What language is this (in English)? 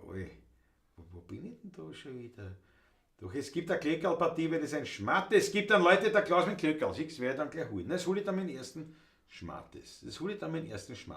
Bavarian